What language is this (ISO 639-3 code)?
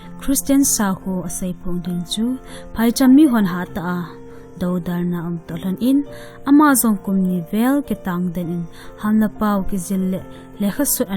tcz